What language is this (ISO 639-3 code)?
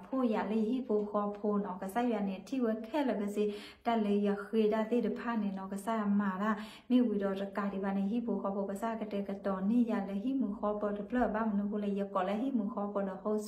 ksw